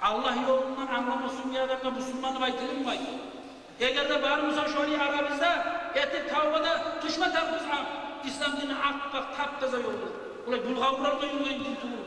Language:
Kumyk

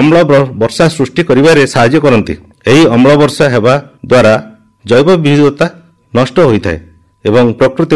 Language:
Odia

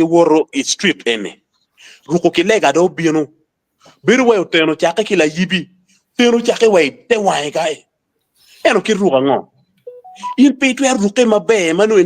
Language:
Acoli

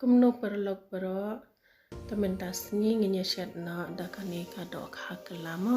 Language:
Khasi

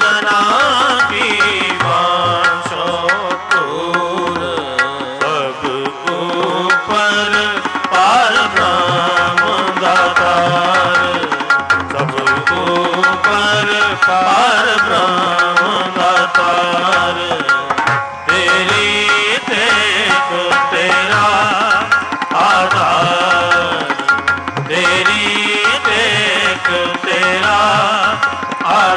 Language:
Punjabi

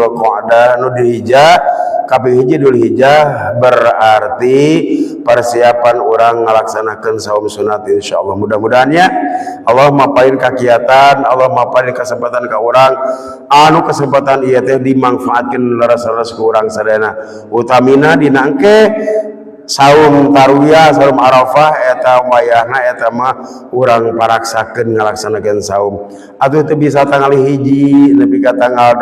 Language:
Sundanese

